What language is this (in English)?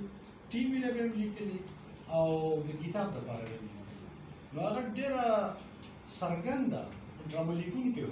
Pashto